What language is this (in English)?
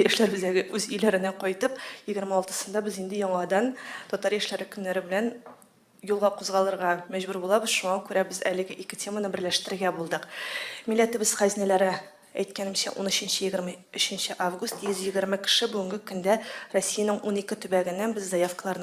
Tatar